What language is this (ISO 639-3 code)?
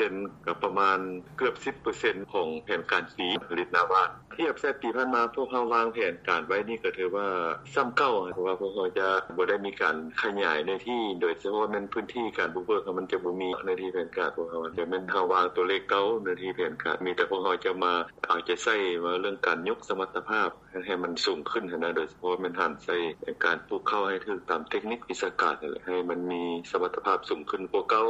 lao